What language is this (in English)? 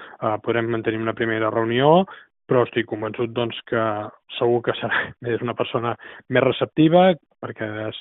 Catalan